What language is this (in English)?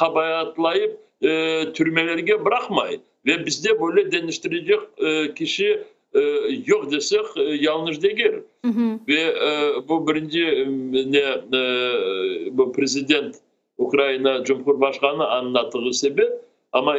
Crimean Tatar